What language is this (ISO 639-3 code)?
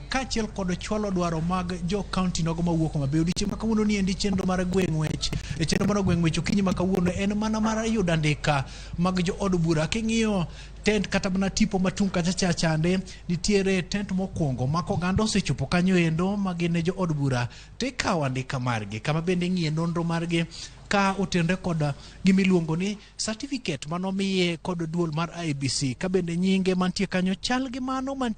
luo